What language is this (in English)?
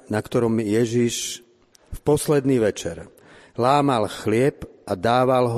Slovak